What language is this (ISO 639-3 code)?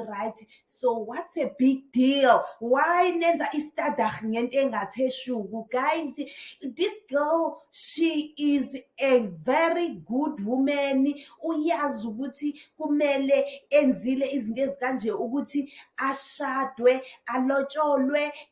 zul